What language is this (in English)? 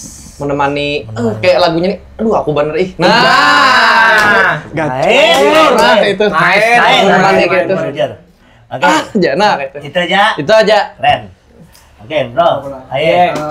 Banjar